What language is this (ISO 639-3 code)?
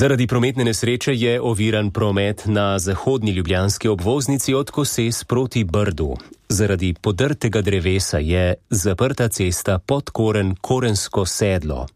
slv